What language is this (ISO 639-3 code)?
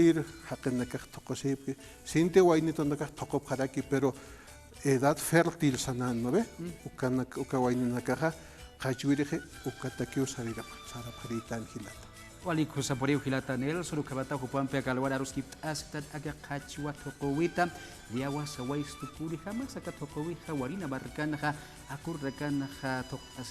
aym